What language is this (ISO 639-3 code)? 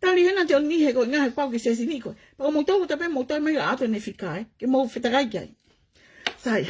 ton